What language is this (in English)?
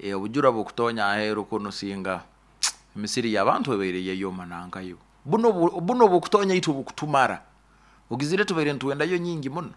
Nyoro